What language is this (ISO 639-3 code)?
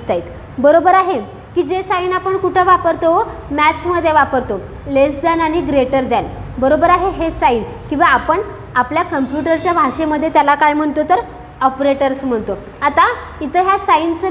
mar